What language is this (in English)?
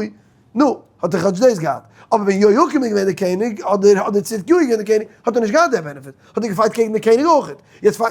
Yiddish